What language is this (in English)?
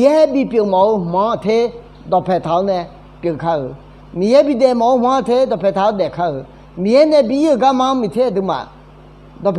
Akha